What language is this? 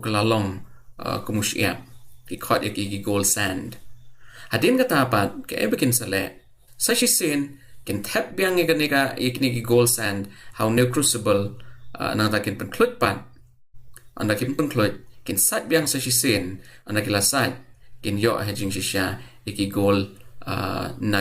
Khasi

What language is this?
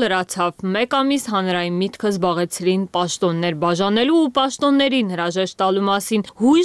Armenian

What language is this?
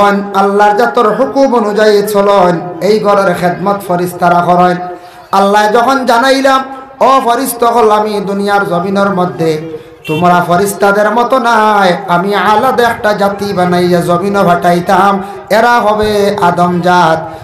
Sylheti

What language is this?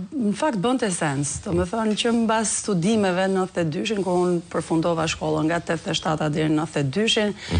Albanian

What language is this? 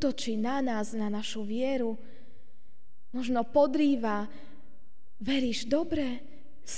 Slovak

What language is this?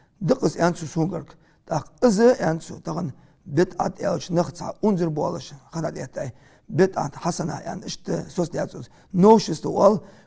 Ingush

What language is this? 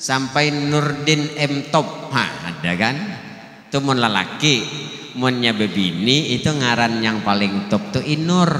Banjar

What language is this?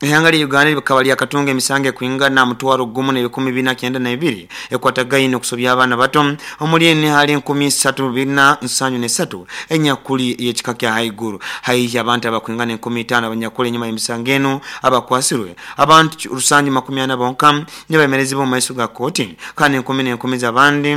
Nyoro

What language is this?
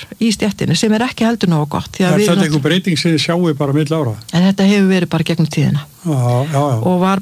Icelandic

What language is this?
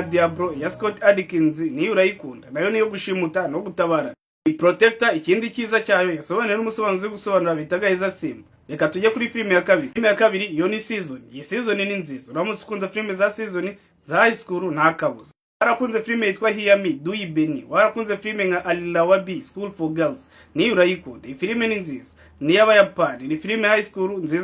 Kinyarwanda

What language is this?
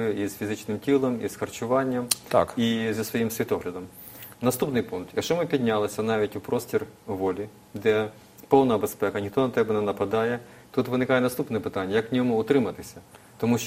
Ukrainian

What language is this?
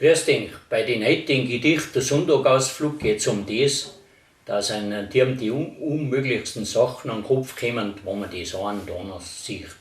Bavarian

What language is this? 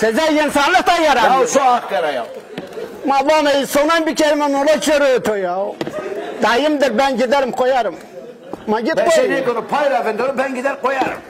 Zaza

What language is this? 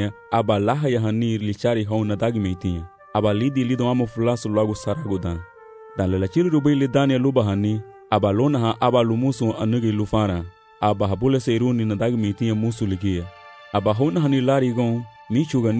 Garifuna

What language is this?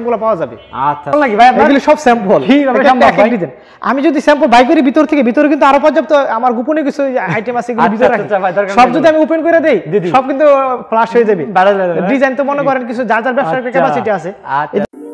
Bangla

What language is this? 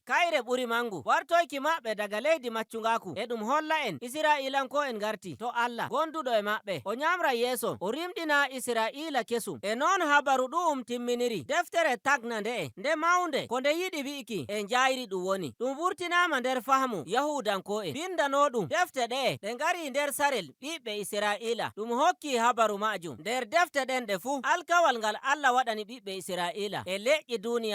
Nigerian Fulfulde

